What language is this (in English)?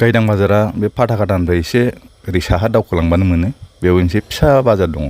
Bodo